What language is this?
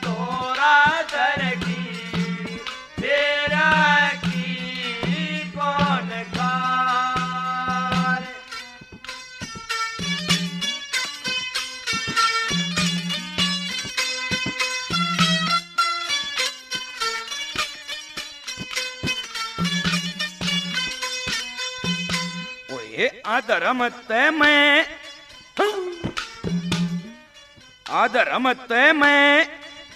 Haryanvi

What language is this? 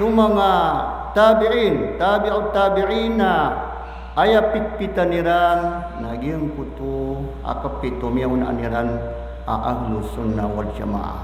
Maranao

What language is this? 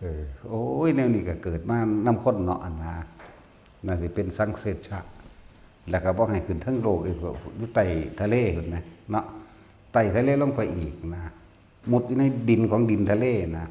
Northeastern Thai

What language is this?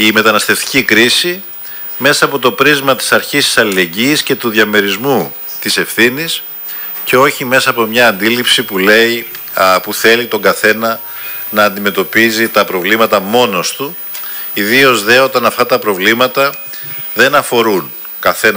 Greek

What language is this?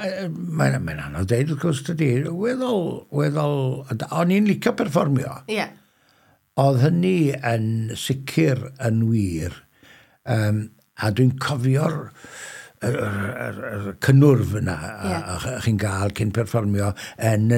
Welsh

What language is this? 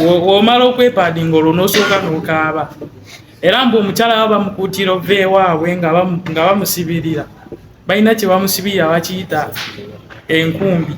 Ganda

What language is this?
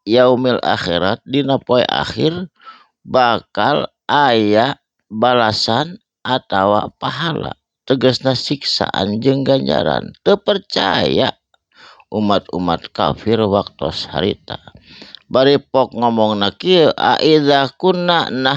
Sundanese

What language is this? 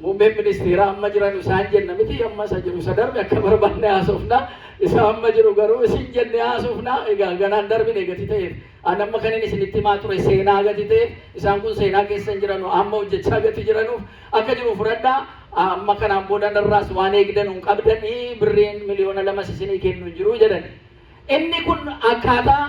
Oromo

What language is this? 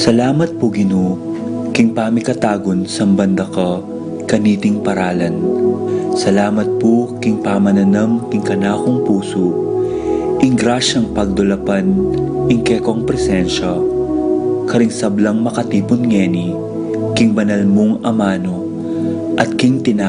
Pampanga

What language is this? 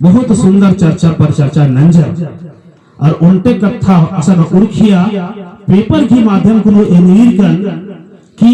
Kurukh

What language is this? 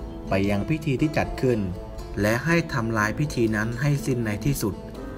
Thai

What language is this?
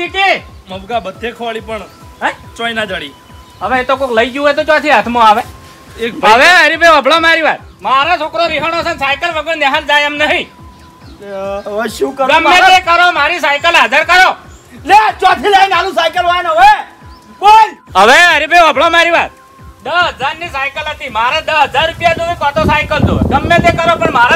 Gujarati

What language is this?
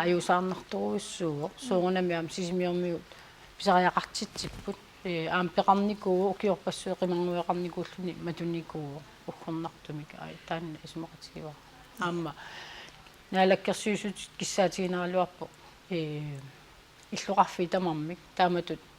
Kalaallisut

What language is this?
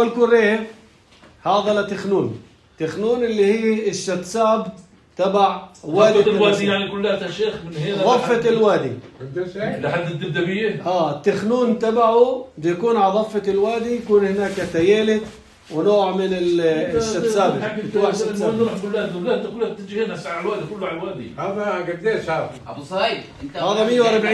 North Levantine Arabic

